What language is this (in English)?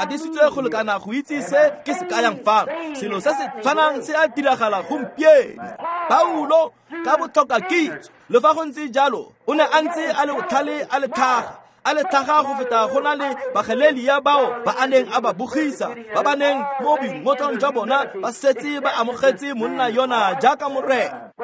Tswana